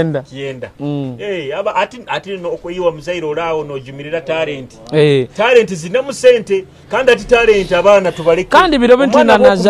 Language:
Nyoro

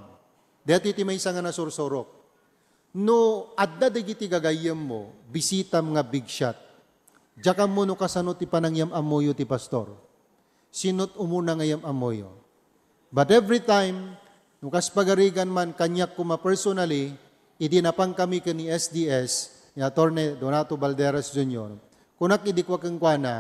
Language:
Iloko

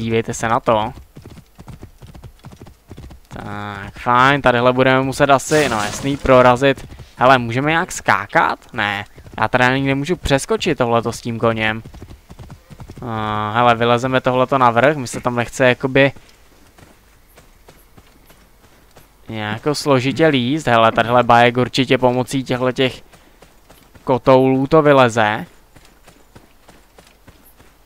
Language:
Czech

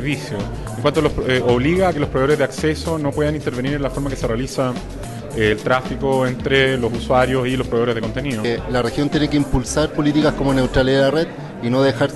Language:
Spanish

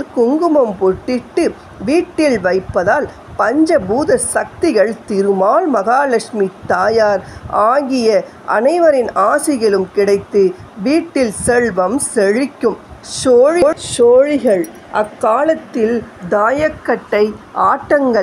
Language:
Tamil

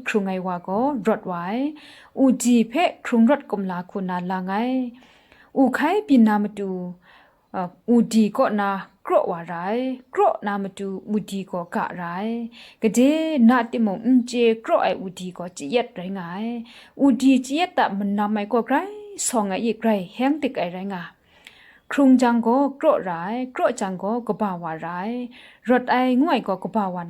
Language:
Kachin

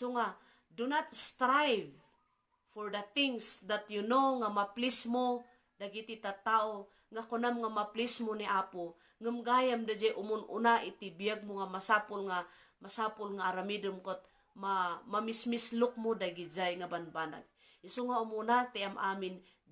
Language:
Iloko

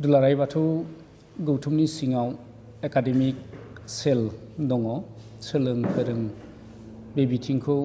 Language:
Bodo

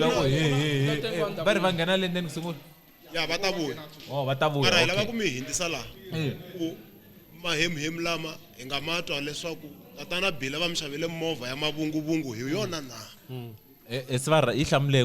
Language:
Tsonga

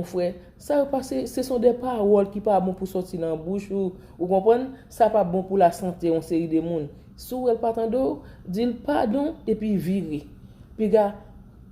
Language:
Haitian Creole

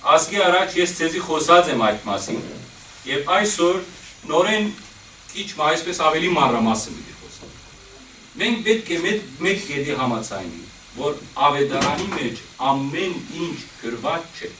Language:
Western Armenian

